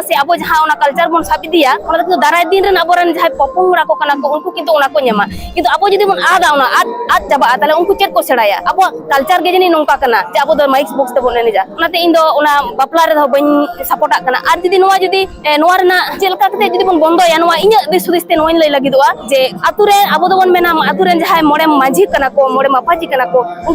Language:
Santali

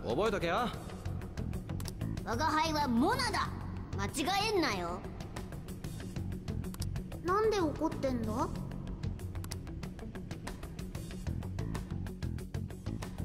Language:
Japanese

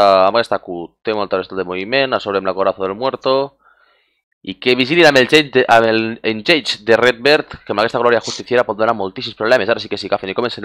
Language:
Catalan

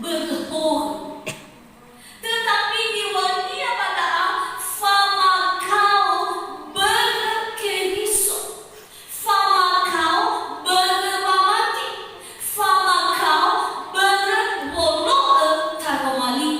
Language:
Nias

